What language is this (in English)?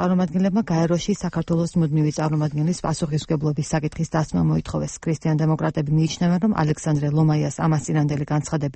Georgian